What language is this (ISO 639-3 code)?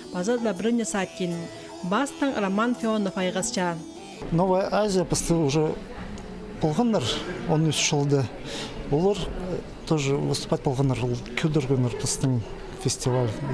kjh